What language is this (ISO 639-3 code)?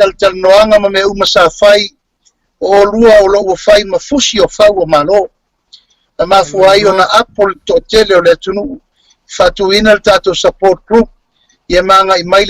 smo